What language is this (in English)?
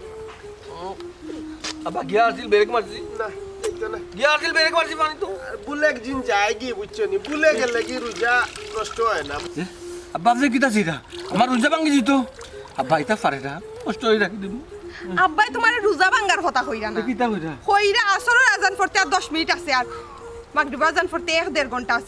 Sylheti